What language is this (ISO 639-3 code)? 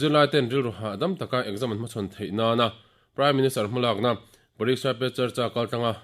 lus